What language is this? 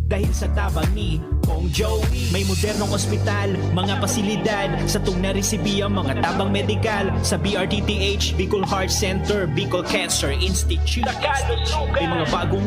Bikol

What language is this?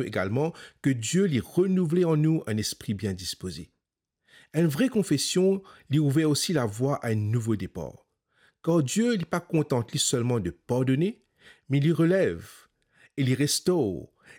Morisyen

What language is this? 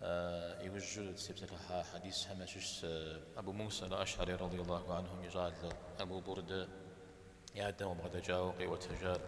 Kabardian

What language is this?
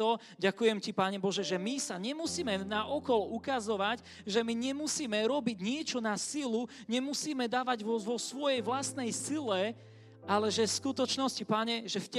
Slovak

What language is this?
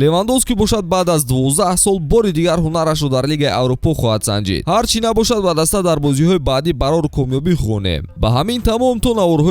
Tajik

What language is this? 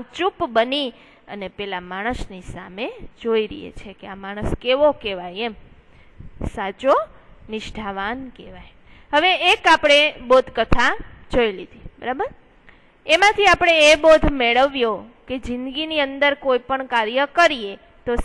Gujarati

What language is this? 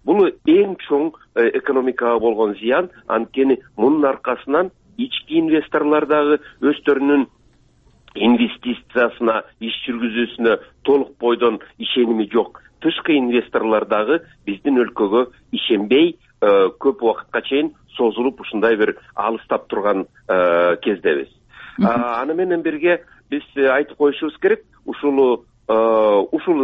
Kyrgyz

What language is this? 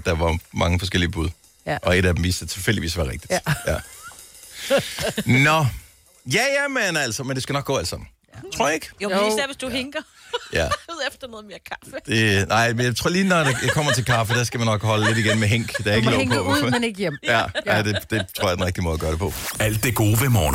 Danish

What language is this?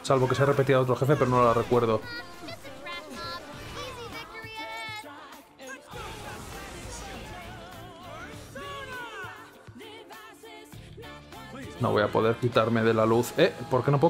Spanish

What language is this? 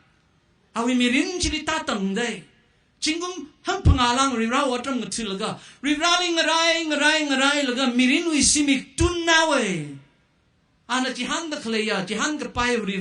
Tangkhul Naga (India)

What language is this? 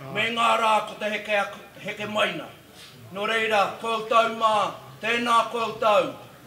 Māori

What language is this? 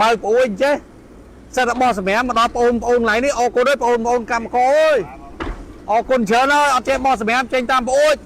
Khmer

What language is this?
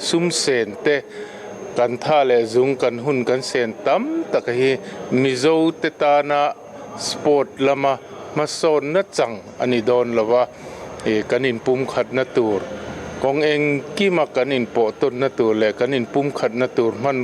Mizo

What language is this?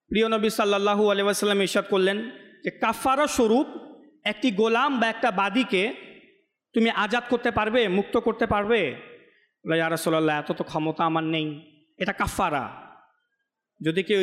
Bangla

